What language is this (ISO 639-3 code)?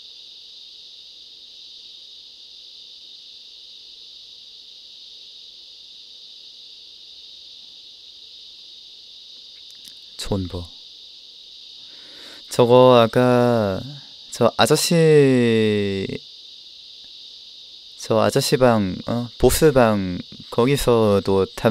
kor